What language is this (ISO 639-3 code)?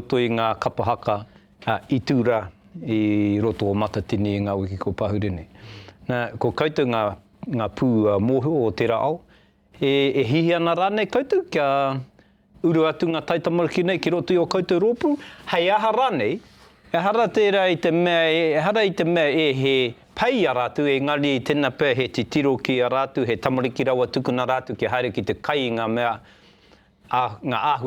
mri